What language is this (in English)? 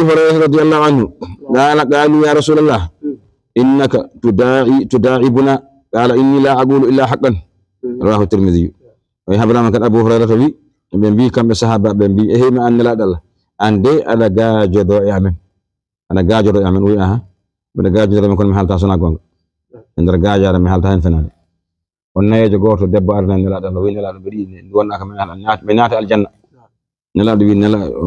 Fula